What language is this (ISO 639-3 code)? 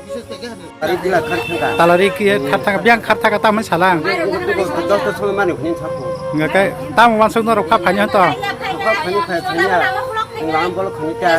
trp